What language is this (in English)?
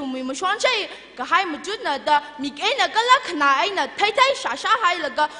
Tangkhul Naga (India)